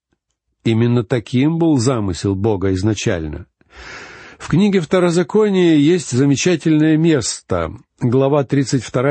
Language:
Russian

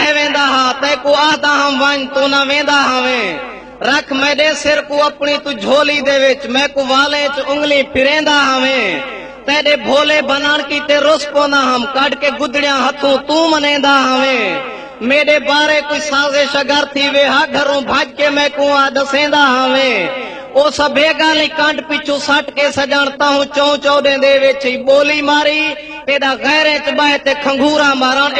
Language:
Saraiki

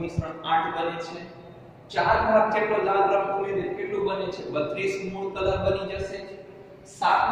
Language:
Gujarati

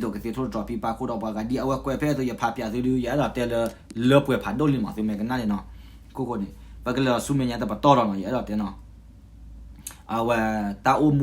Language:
S'gaw Karen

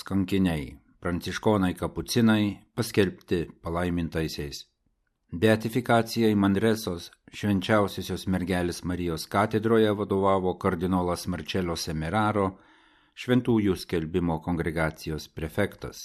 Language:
Lithuanian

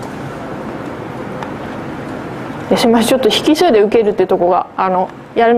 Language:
Japanese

